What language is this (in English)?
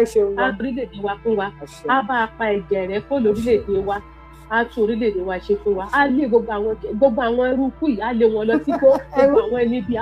Yoruba